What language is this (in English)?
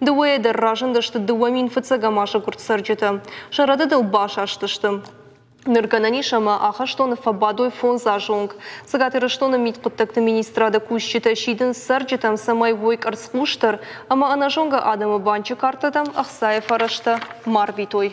Ossetic